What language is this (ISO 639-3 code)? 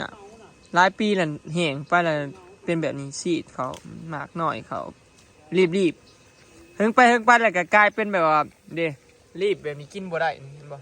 tts